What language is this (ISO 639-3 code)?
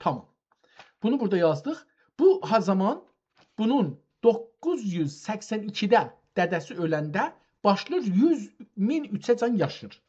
azb